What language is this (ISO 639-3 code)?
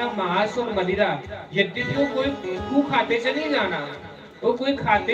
doi